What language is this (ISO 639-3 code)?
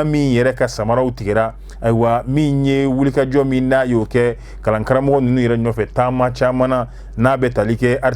bam